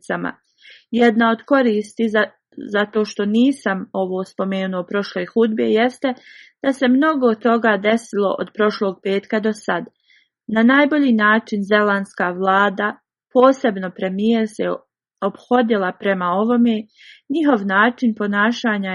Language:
Bosnian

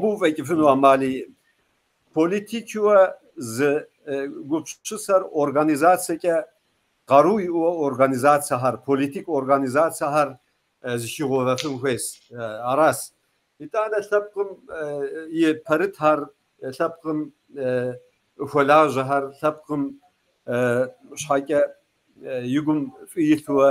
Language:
Kabardian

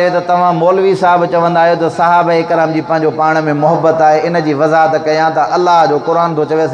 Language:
Sindhi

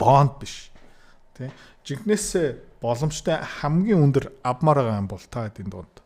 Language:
Mongolian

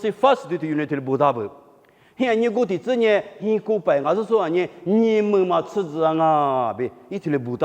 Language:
Lisu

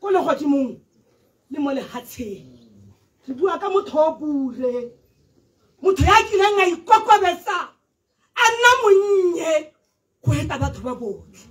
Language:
Tswana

